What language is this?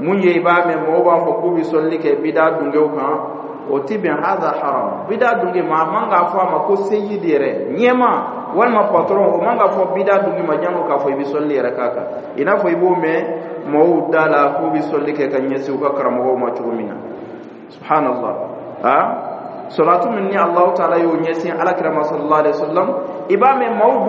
Dyula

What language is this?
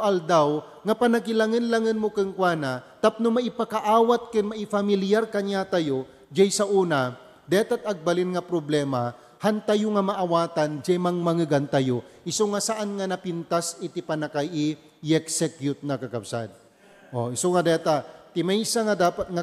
Iloko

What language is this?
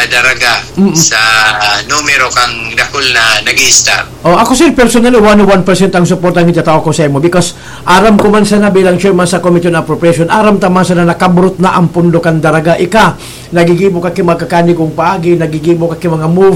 Bikol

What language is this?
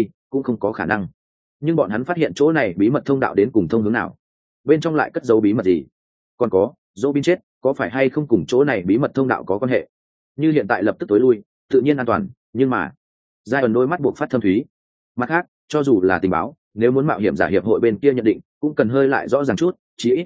Vietnamese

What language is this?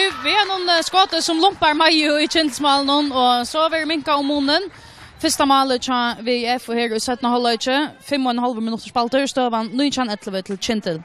Faroese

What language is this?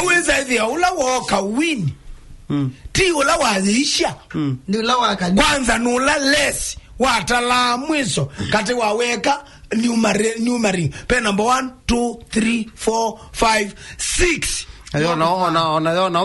Kamba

